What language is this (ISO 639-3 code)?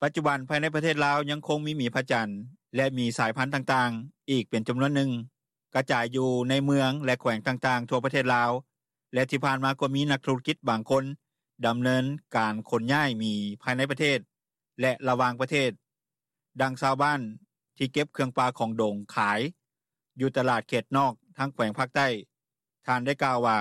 lao